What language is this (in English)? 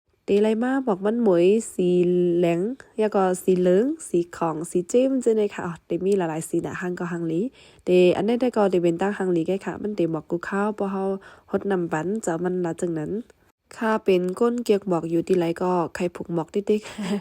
Shan